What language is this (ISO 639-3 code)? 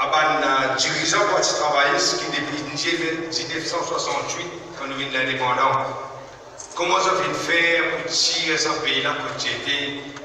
mfe